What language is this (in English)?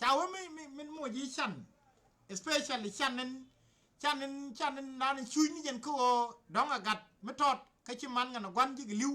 Nuer